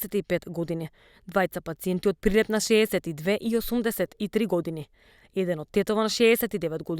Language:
Macedonian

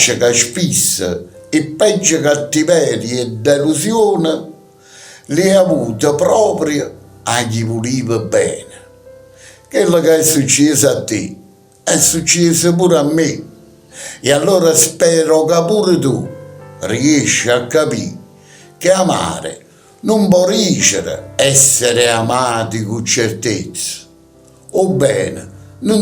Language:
Neapolitan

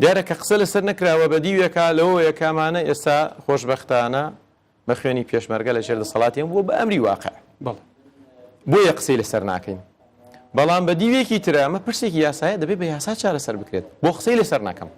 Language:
Central Kurdish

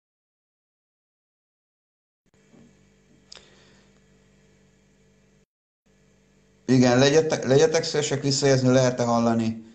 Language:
Hungarian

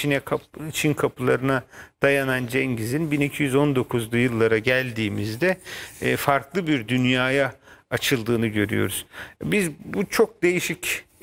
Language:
Turkish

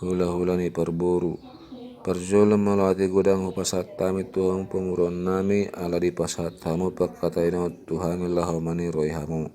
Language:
Batak Toba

